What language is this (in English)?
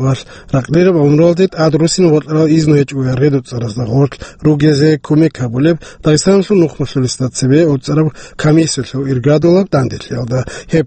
Avaric